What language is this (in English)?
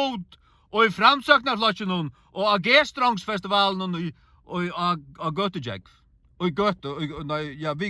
Faroese